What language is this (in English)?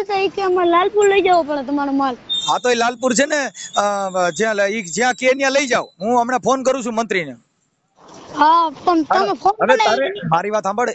Gujarati